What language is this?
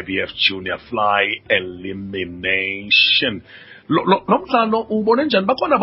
Xhosa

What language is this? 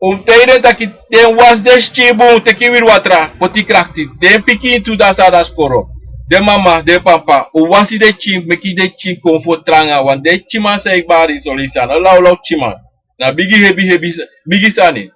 Sranan Tongo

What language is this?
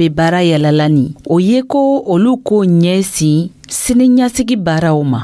Dyula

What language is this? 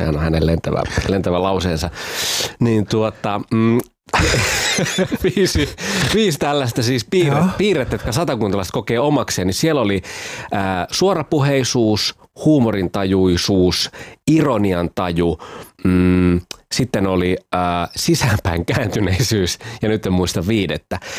Finnish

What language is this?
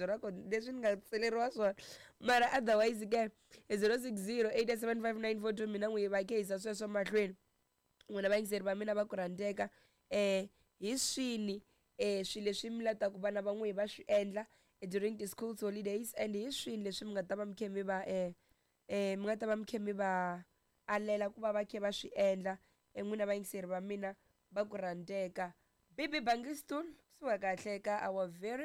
Tsonga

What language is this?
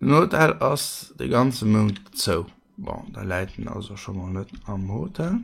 Luxembourgish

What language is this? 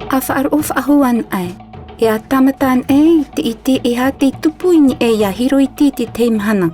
Tahitian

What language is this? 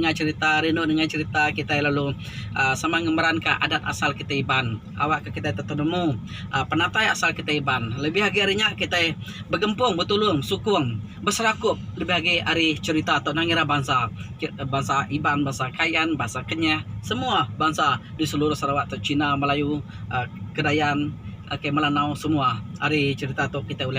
Iban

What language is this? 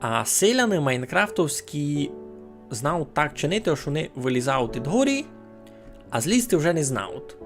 Rusyn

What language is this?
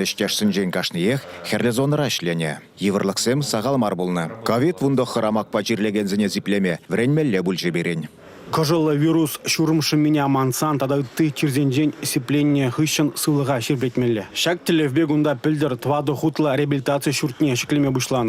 Chuvash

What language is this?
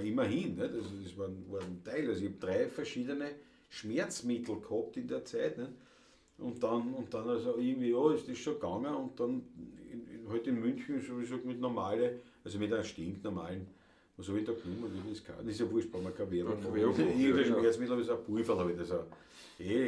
Bavarian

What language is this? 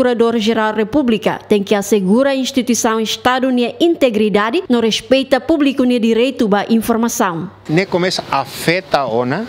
Tetum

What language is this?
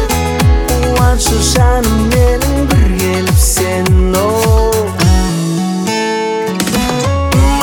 Kazakh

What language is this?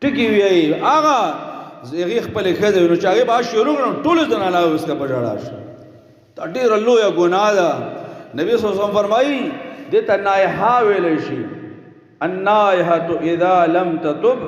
Pashto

